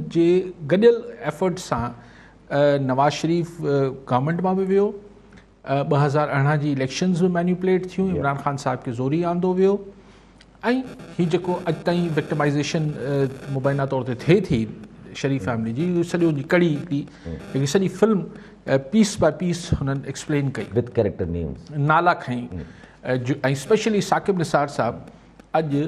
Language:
Sindhi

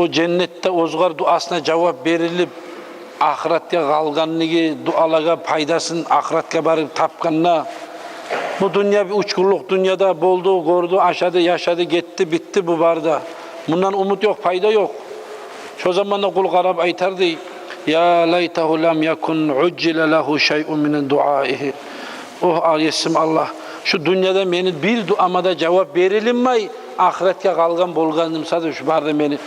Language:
Kumyk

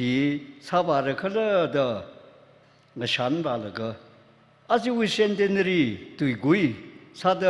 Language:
Tangkhul Naga (India)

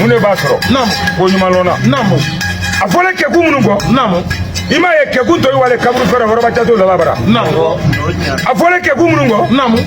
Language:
Bambara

